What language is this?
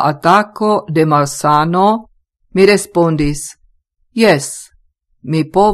Esperanto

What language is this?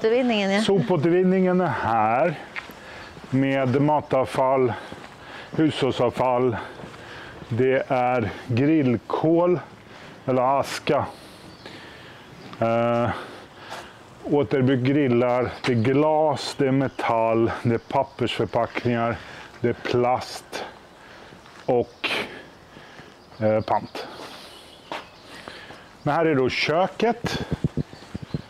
Swedish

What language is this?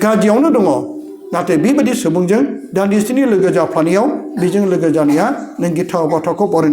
Bodo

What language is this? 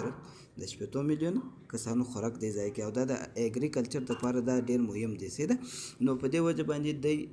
Pashto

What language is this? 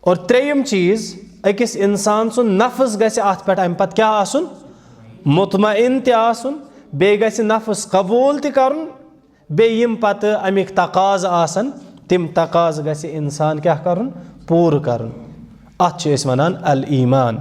Kashmiri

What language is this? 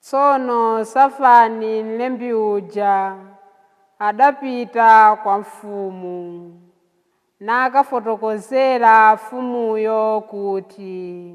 Nyanja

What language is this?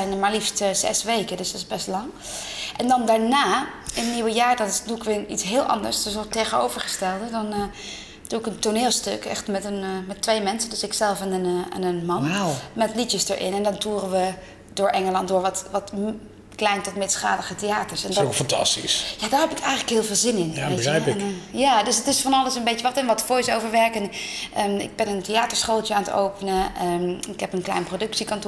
Dutch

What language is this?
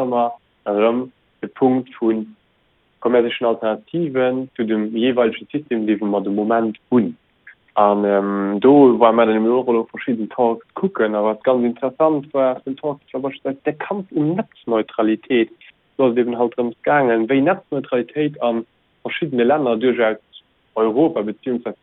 Luxembourgish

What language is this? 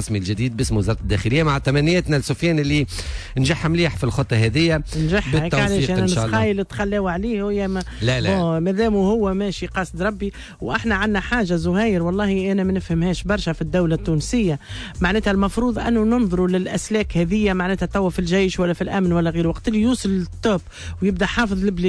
Tunisian Arabic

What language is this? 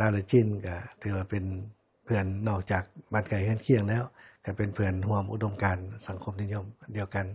Lao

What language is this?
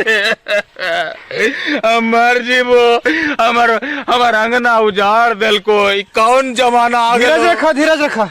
Magahi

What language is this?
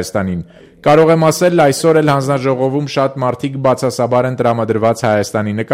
Armenian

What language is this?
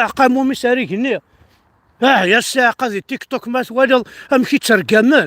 Kabyle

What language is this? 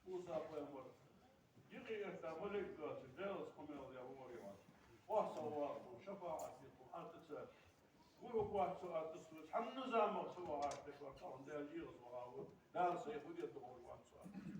Ingush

